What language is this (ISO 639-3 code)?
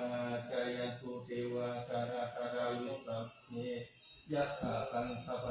pli